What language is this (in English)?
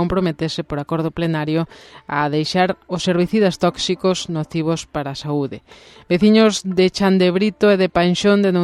Galician